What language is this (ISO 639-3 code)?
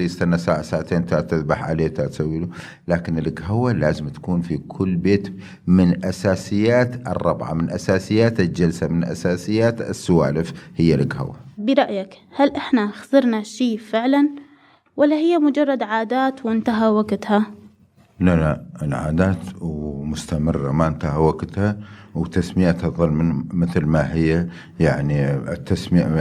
acm